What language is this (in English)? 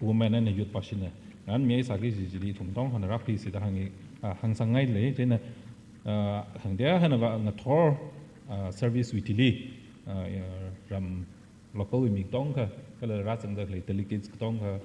Tangkhul Naga (India)